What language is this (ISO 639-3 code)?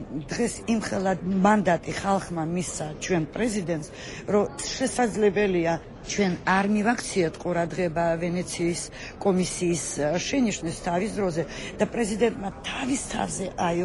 kat